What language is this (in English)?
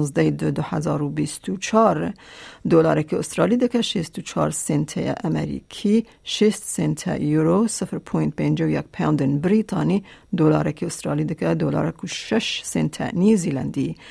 Kurdish